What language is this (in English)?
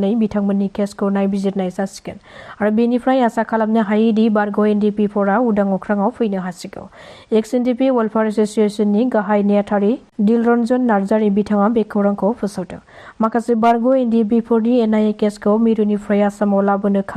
Bodo